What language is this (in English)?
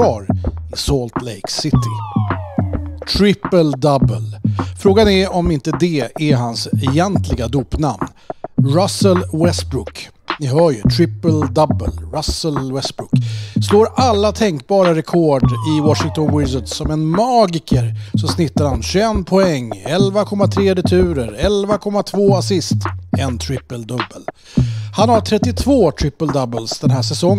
Swedish